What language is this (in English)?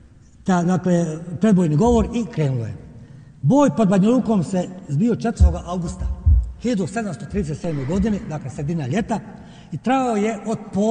Bosnian